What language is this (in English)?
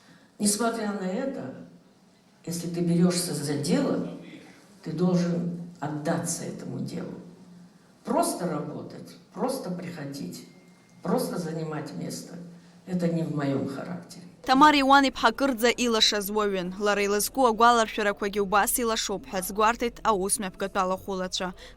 Abkhazian